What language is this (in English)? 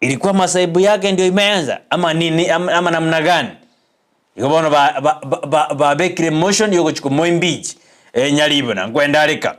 Gusii